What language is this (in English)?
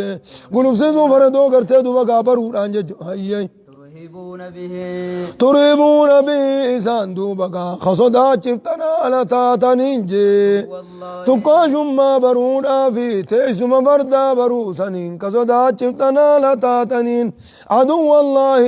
Oromo